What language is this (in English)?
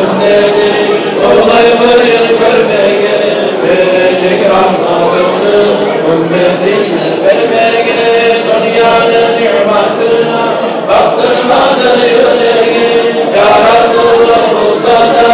Kumyk